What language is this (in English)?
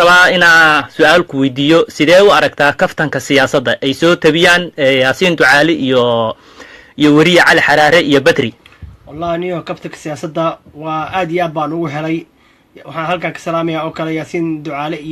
Somali